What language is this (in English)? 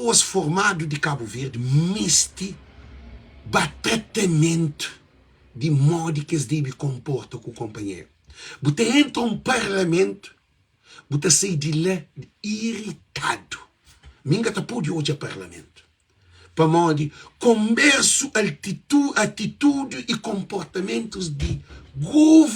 Kabuverdianu